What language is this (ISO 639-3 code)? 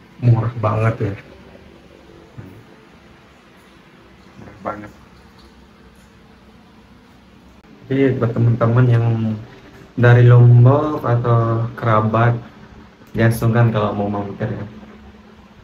ind